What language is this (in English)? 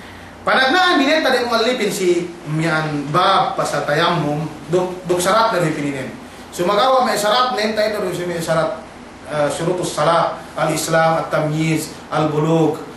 Yakan